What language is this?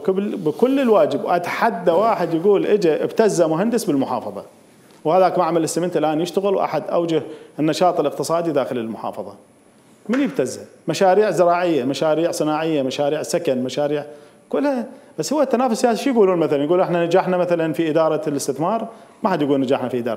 Mesopotamian Arabic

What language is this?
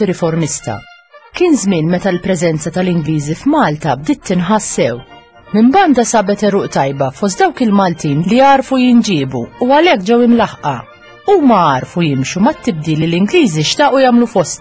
Maltese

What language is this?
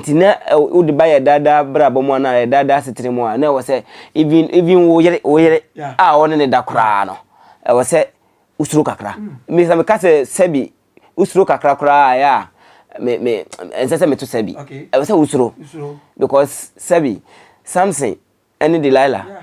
Akan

